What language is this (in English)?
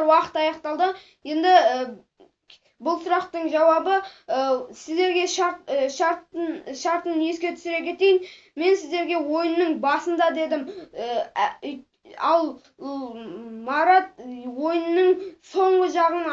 Kazakh